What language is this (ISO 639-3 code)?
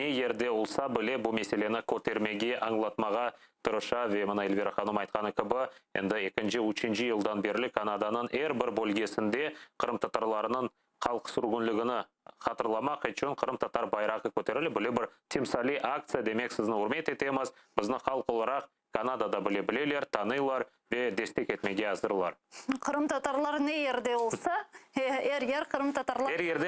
crh